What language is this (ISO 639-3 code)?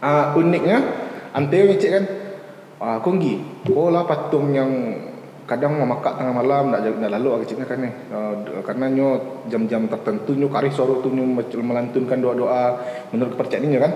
min